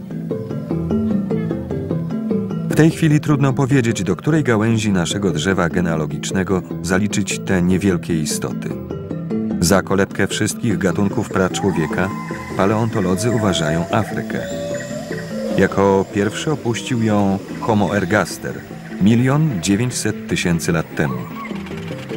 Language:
Polish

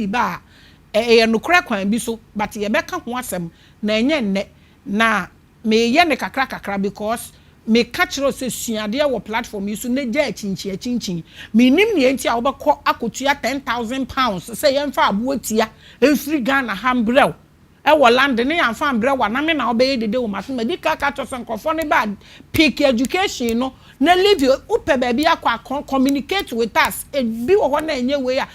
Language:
Akan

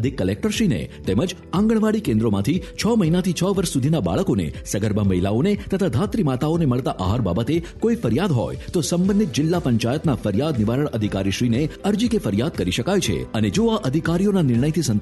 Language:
Gujarati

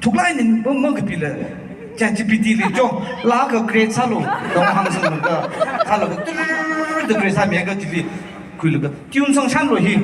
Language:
Tangkhul Naga (India)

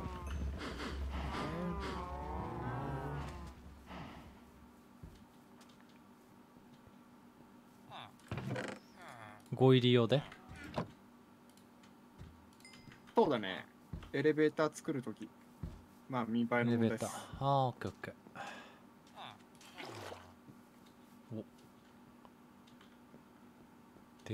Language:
Japanese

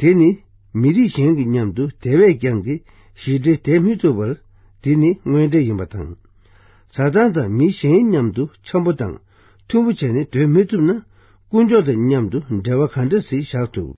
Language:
Tibetan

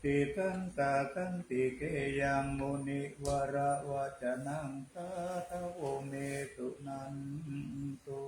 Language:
Pali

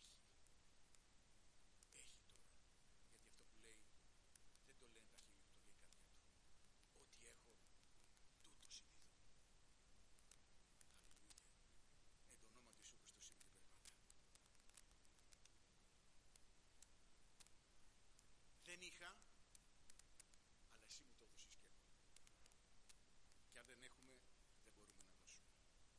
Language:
Greek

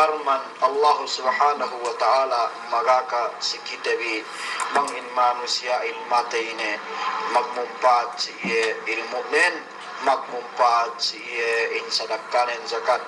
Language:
Yakan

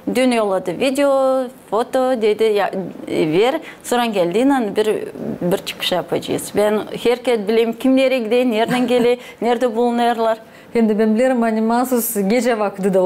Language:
Gagauz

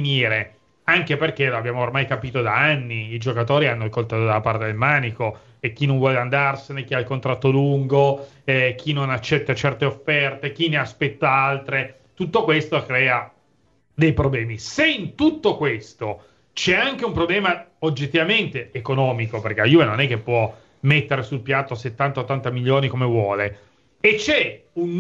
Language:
Italian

